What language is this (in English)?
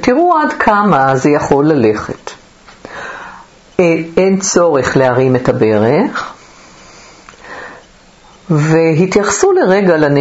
Hebrew